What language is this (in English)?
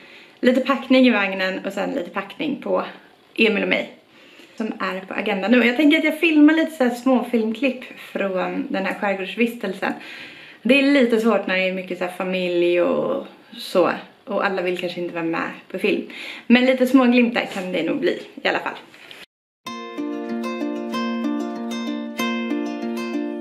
Swedish